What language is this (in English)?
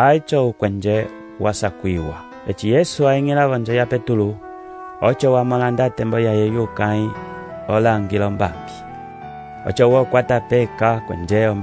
Umbundu